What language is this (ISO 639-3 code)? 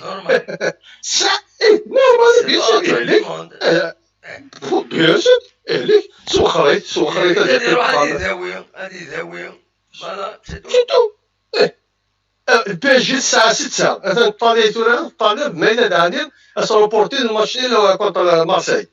kab